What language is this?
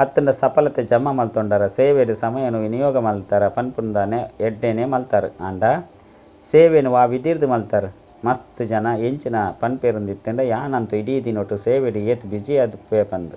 Tulu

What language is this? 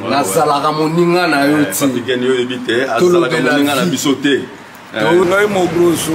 Lingala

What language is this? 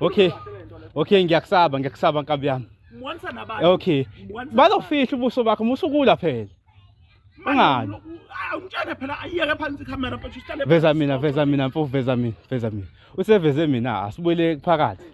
Zulu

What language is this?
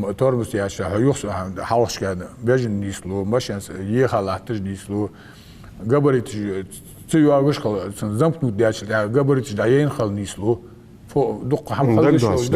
Ingush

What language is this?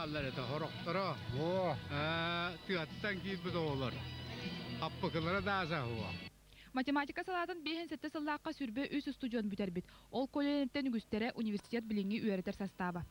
Yakut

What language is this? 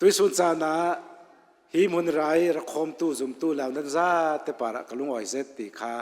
Hakha Chin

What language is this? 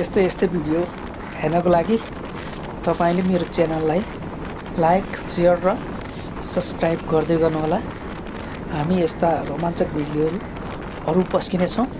Nepali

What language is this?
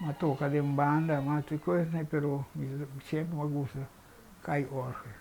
Papiamento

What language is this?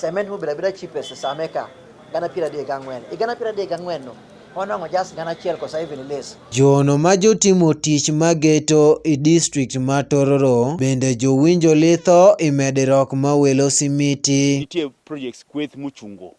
Acoli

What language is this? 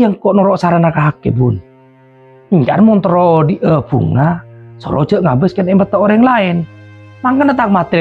Madurese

